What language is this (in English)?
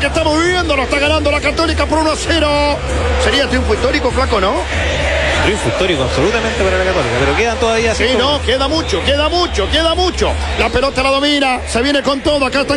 Spanish